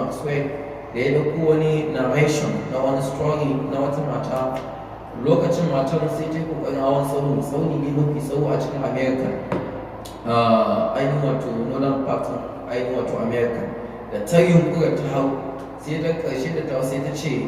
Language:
Hausa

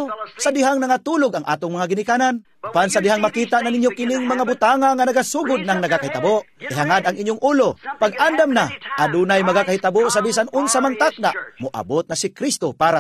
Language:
Cebuano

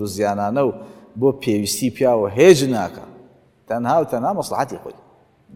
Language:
Central Kurdish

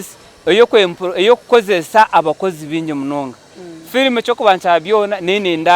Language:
Nyankole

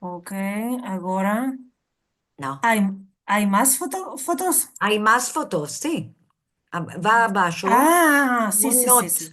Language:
Ladino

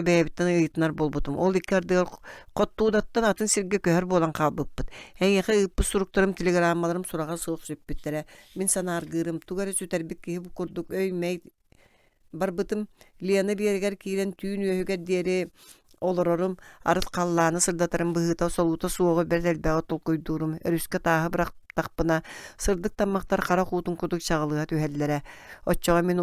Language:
Yakut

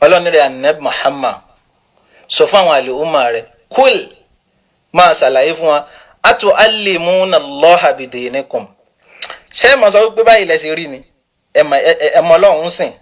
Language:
Yoruba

